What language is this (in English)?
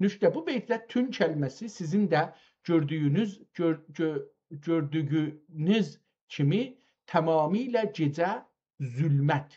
South Azerbaijani